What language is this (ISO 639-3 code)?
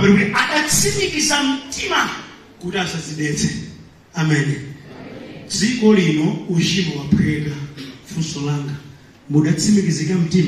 nya